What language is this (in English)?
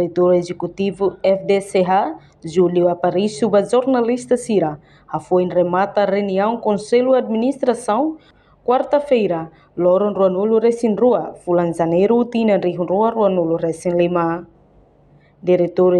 Tetum